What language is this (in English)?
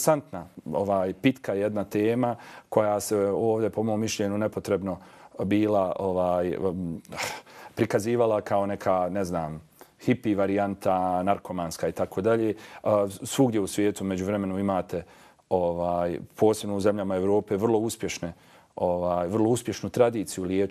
Bosnian